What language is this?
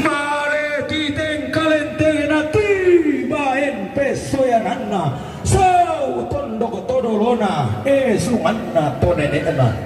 Toraja-Sa'dan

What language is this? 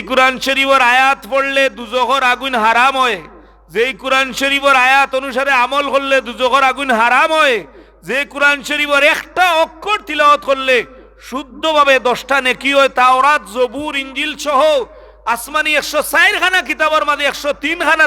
Sylheti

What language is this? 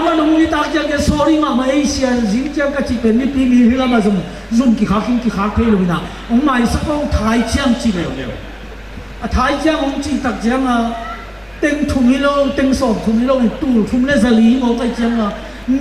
Tedim Chin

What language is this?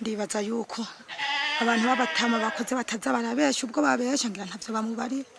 Rundi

